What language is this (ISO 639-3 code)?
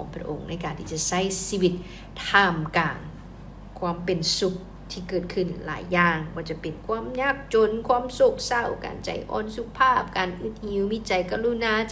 lao